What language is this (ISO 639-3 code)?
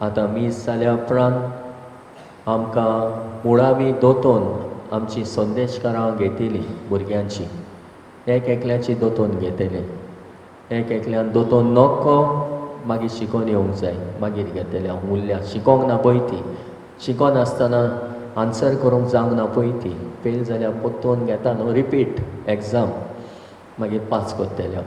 kok